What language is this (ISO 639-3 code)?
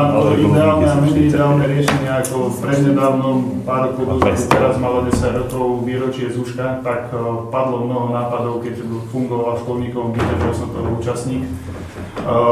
slk